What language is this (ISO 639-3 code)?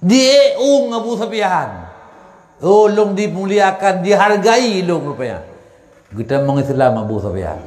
ace